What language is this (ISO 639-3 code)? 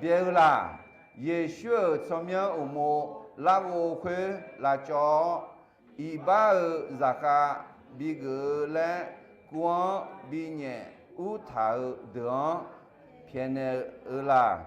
ahk